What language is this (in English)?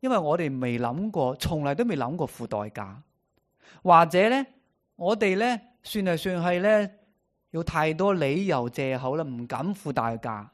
Cantonese